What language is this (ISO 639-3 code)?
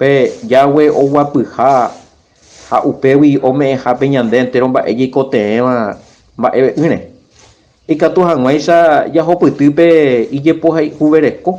grn